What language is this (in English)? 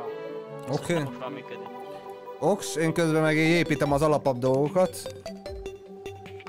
Hungarian